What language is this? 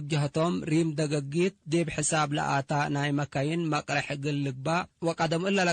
Tigre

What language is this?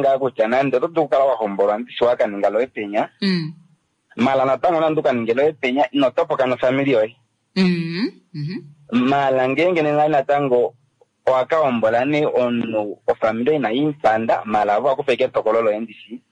Kuanyama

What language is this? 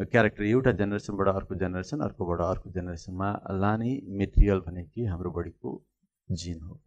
Nepali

